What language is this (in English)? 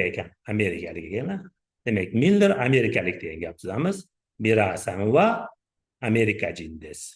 Uzbek